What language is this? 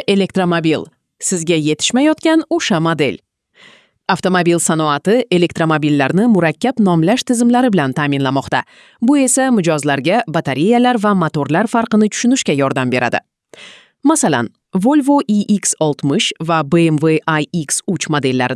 Uzbek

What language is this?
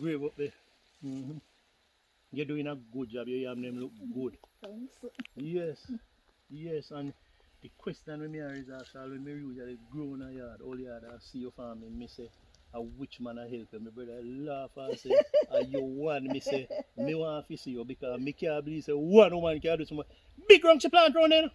Jamaican Creole English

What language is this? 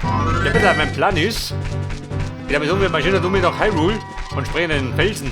Bavarian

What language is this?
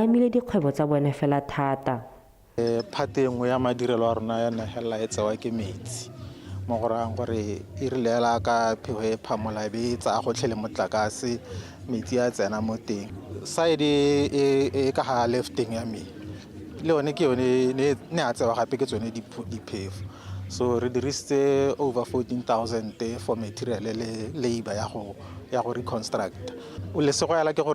Tswana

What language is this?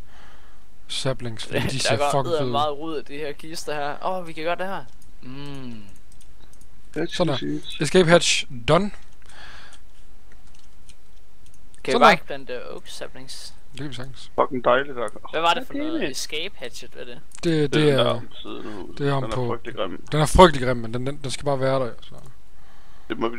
Danish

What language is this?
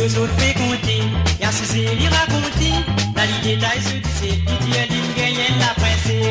Morisyen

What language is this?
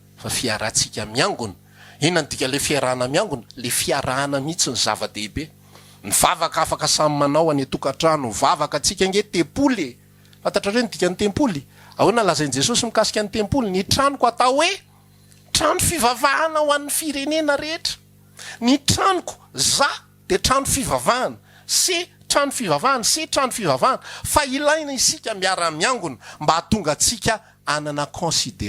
Malagasy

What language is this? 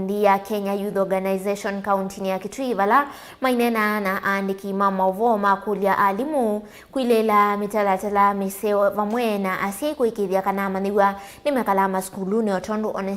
Kamba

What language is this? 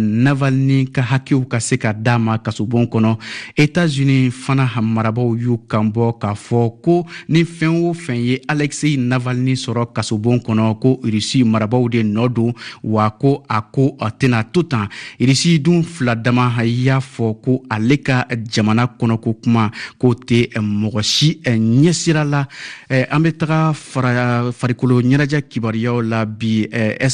Bambara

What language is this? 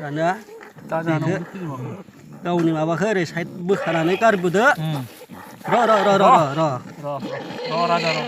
Bodo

